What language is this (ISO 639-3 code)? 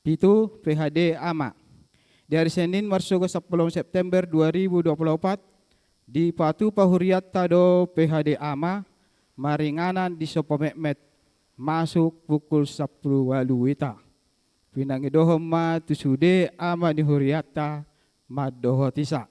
bbc